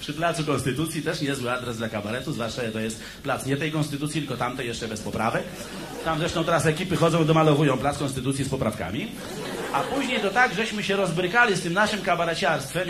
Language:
Polish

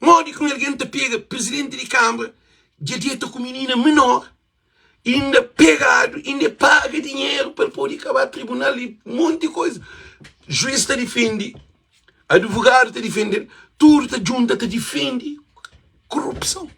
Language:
Kabuverdianu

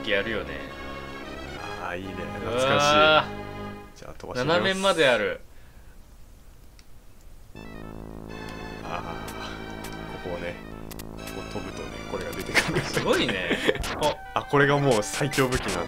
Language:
Japanese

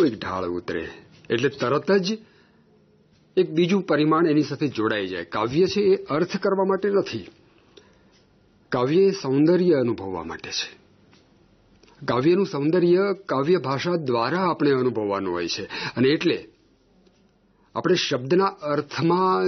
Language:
Gujarati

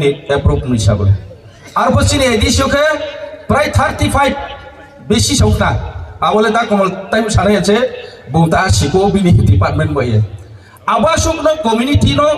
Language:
Riang (India)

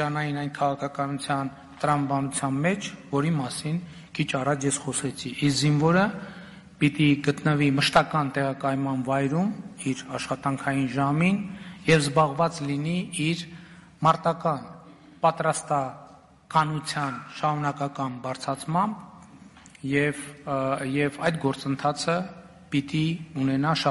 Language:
Armenian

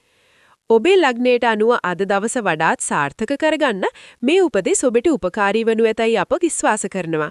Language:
Sinhala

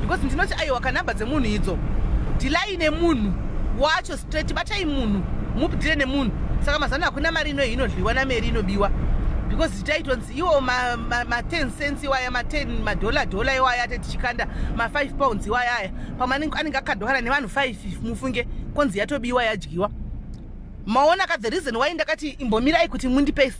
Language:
Shona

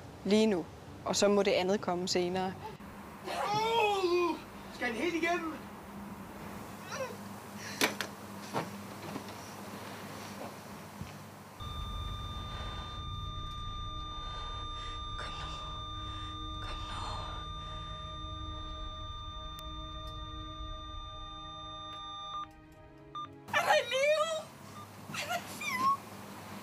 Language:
Danish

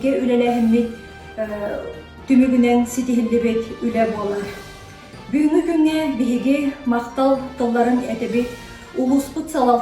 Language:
Yakut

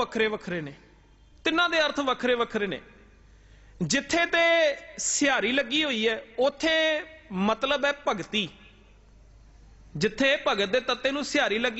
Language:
Punjabi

